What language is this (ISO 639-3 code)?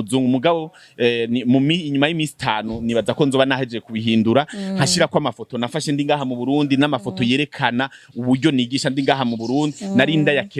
run